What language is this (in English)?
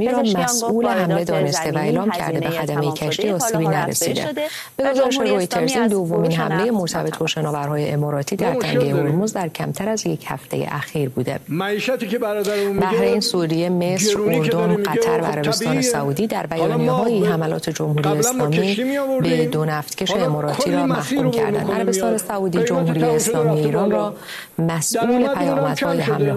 Persian